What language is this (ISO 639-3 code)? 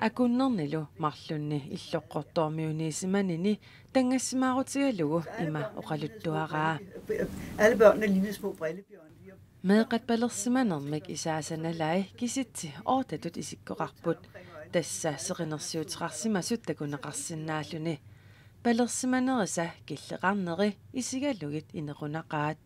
kal